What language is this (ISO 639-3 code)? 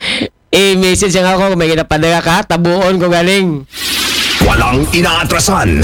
akl